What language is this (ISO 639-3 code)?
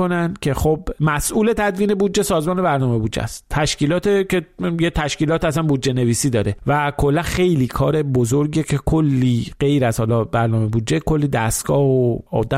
fas